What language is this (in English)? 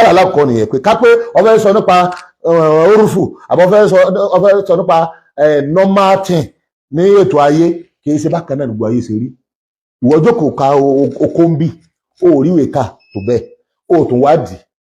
Yoruba